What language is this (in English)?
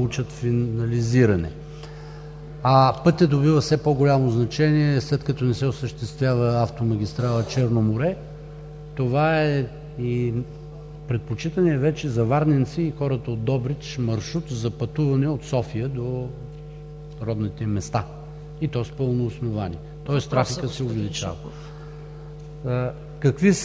Bulgarian